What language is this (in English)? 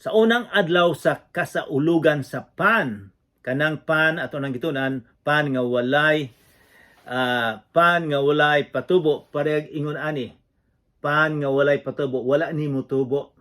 Cebuano